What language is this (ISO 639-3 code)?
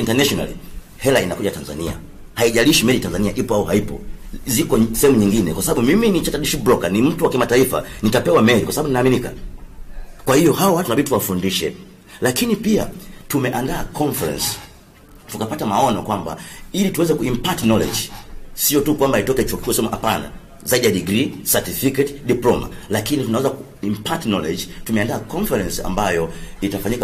swa